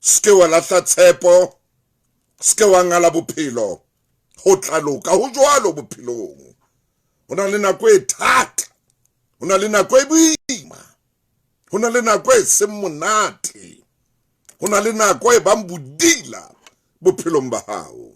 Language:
Southern Sotho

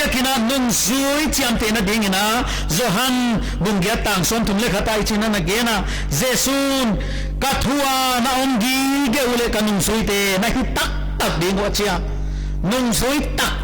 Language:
Paite Chin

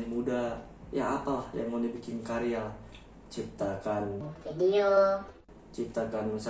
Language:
Manado Malay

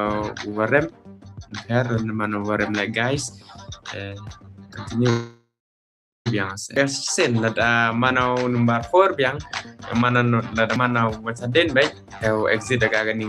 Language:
Khasi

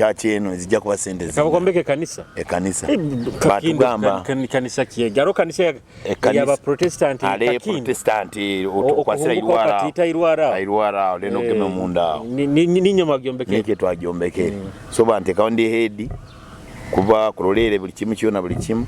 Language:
Nyoro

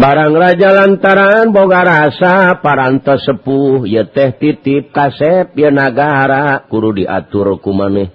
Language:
Sundanese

